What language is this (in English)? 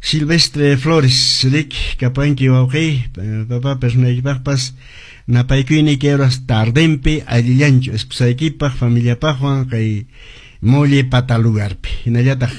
Quechua